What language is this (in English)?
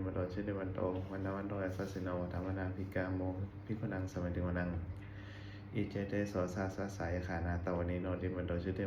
Pali